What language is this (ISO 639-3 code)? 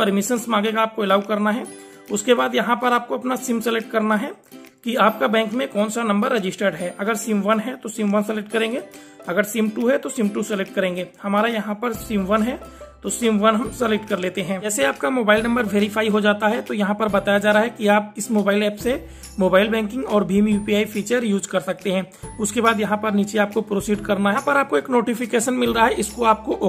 hin